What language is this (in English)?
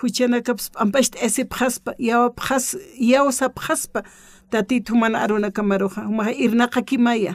Aymara